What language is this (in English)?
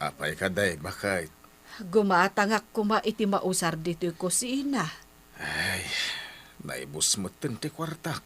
Iloko